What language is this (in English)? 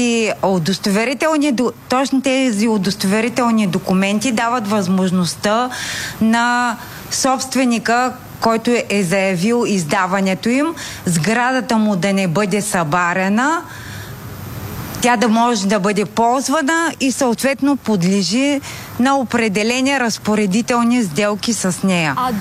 Bulgarian